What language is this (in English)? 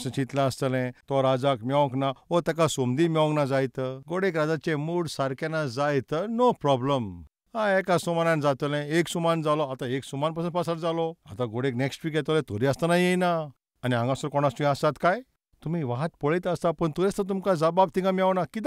Konkani